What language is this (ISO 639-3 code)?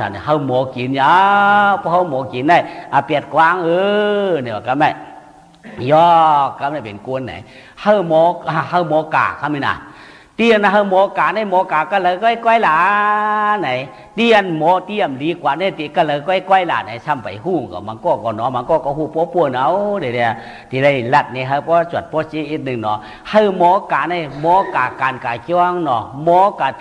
shn